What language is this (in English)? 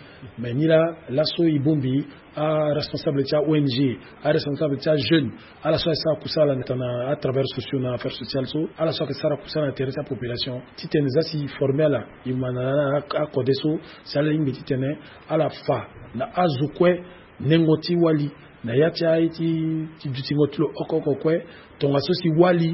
Sango